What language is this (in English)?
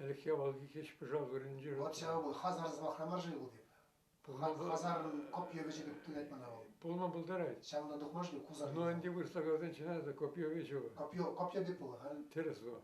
Chuvash